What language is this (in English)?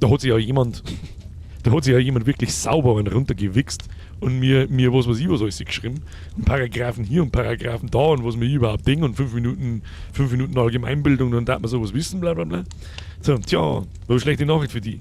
Bavarian